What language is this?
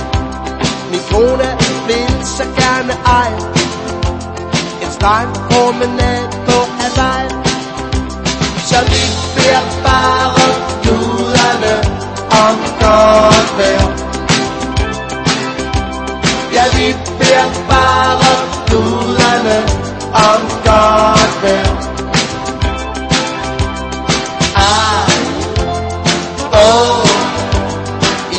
Danish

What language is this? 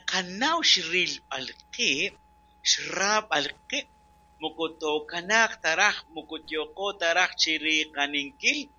Kekchí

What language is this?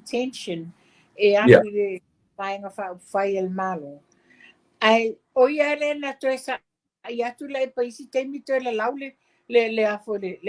Samoan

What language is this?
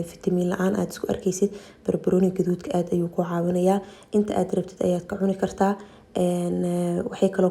Somali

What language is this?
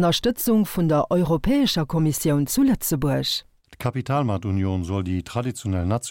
Luxembourgish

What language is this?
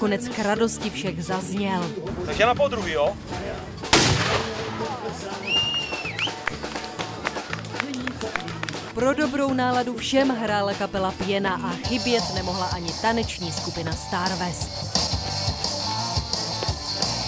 Czech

